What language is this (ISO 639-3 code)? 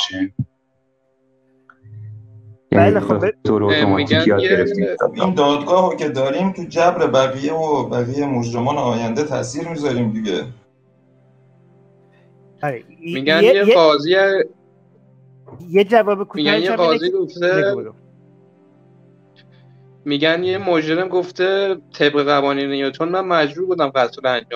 fas